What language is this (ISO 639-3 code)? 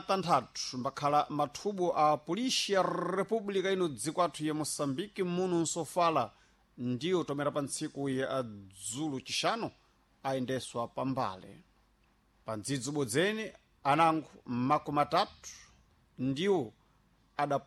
seh